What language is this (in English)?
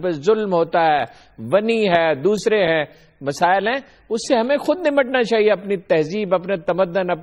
Urdu